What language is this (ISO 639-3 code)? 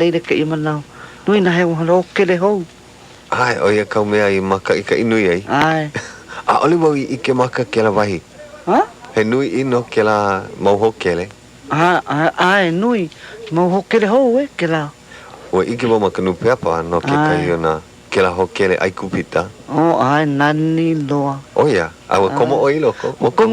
haw